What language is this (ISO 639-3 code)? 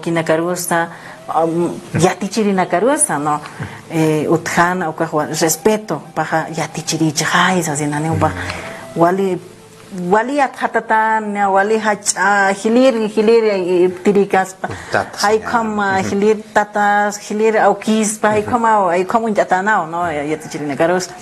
aym